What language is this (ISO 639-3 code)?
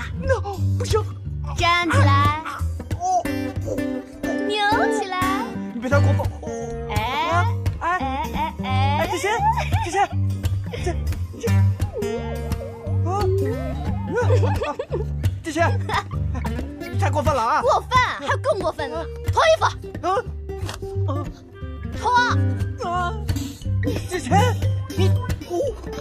zho